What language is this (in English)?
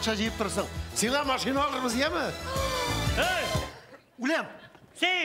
Tatar